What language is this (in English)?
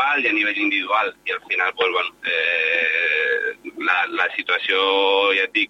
Catalan